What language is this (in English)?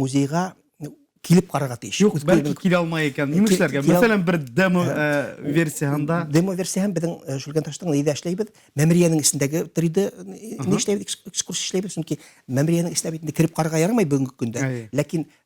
Bashkir